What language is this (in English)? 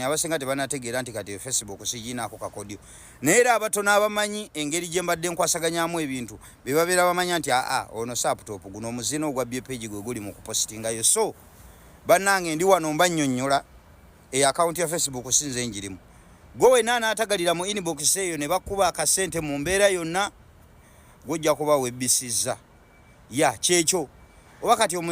Ganda